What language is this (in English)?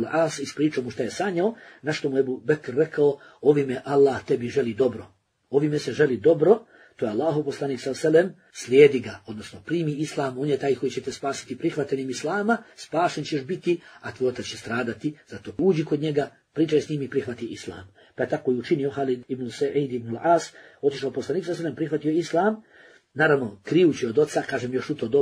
Bosnian